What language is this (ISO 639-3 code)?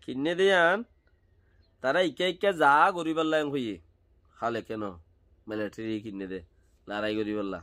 rhg